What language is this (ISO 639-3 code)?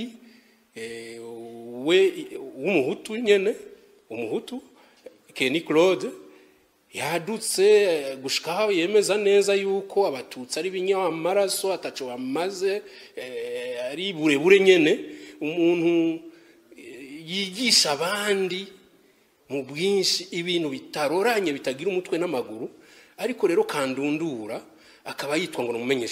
run